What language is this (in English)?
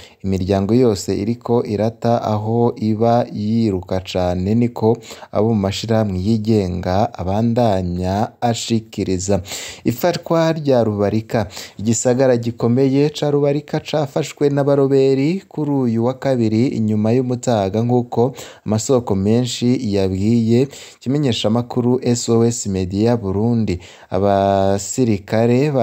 Rundi